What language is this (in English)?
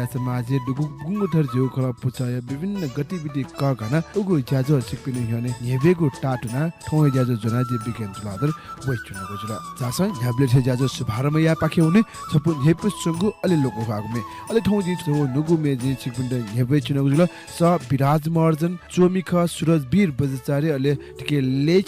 Newari